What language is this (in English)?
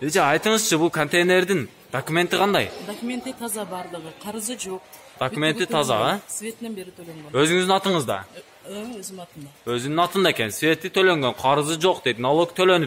Kyrgyz